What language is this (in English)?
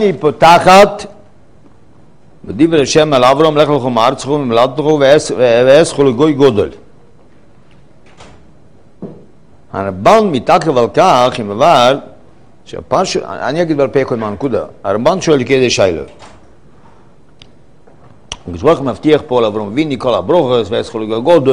Hebrew